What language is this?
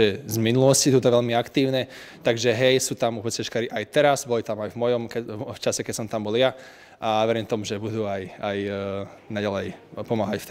Slovak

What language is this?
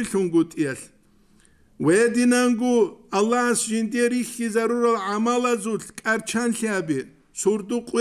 Avaric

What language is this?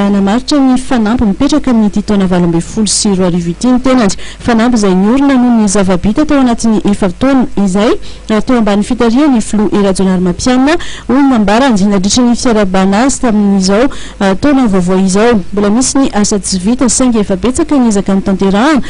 Malagasy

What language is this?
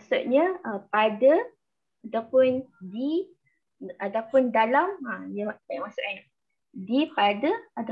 Malay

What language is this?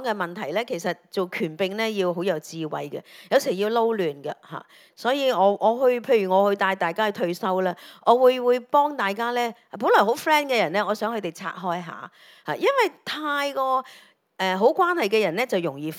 Cantonese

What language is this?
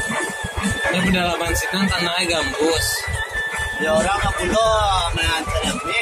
Minangkabau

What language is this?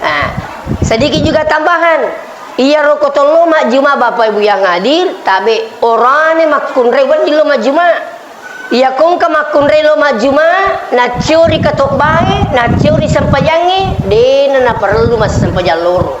Buginese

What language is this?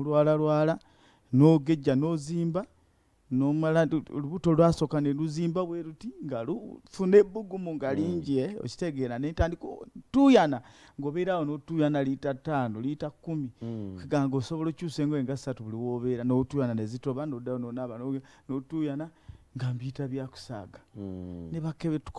Ganda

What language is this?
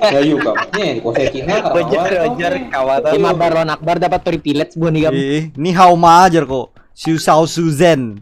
Banjar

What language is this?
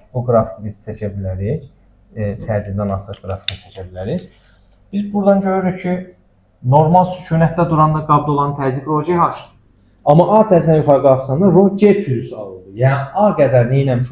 Azerbaijani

